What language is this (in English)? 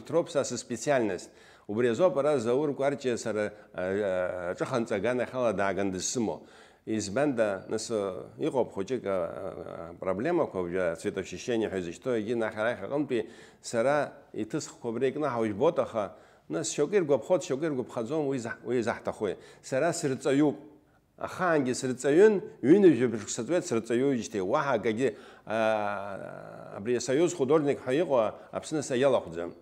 Abkhazian